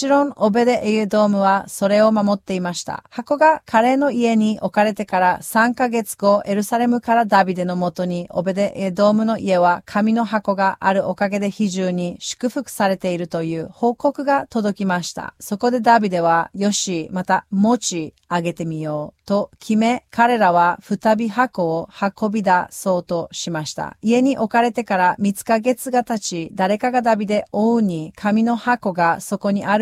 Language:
Japanese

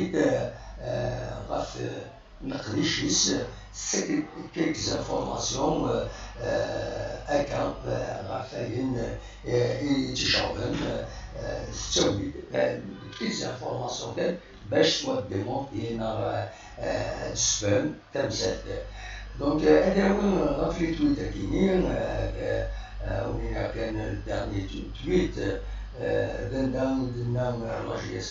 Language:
Kabyle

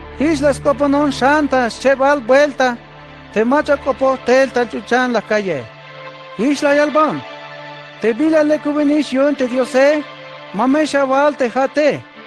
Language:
Tzeltal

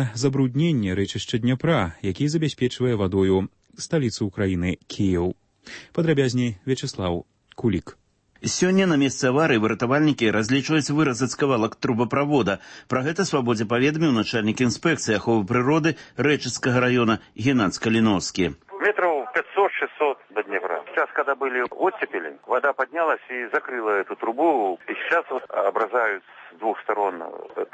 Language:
Belarusian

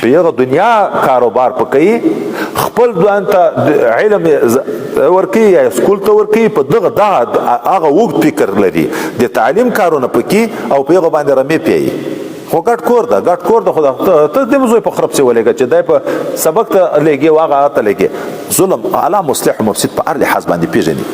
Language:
Pashto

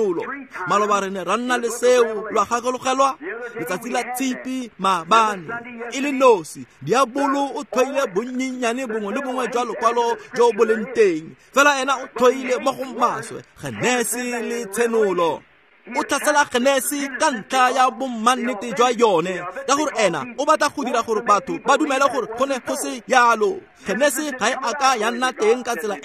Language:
Tswana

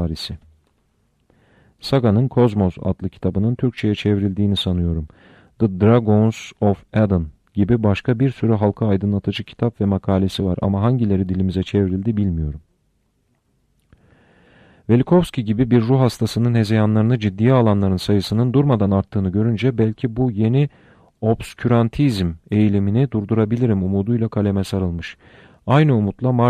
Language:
Turkish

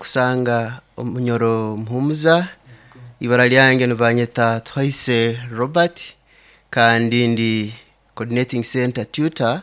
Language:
Nyoro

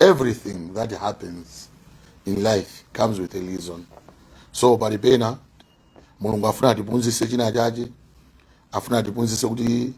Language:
Nyanja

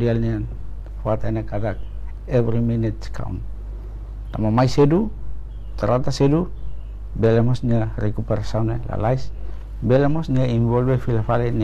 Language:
Tetum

